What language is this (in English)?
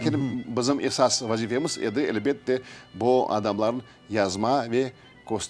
Crimean Tatar